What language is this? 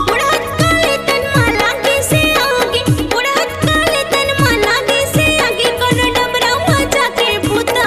Chhattisgarhi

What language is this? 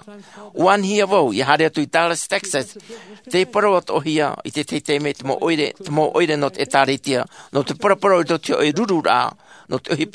Tahitian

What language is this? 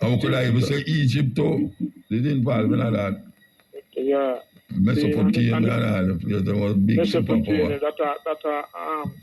Jamaican Creole English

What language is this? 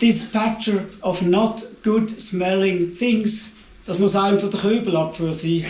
Swiss German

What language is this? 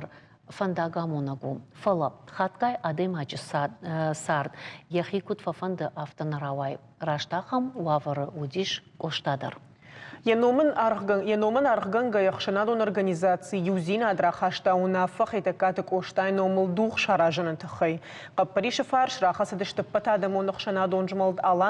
Ossetic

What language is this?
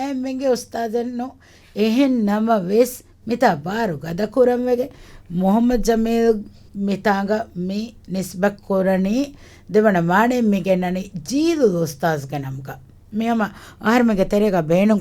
Divehi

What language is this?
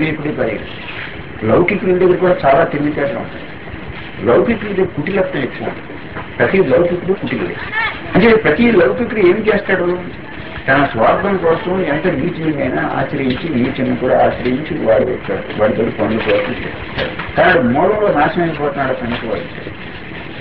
Telugu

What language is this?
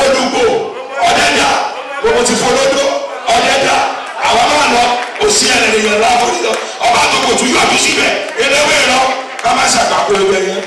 Yoruba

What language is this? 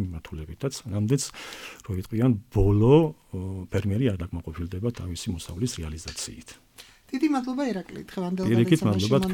Georgian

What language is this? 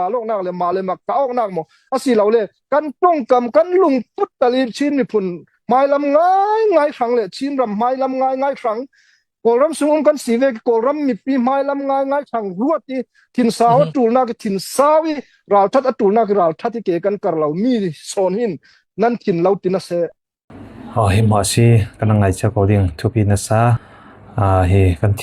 Falam Chin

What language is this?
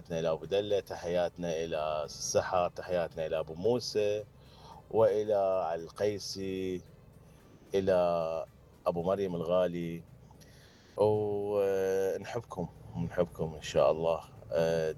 Mesopotamian Arabic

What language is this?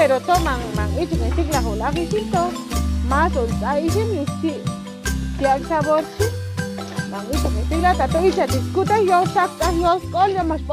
Chuj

